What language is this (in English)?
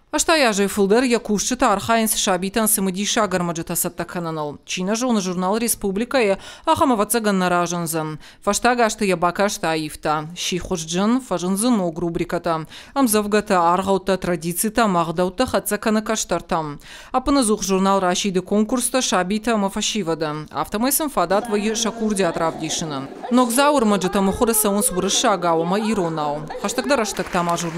Ossetic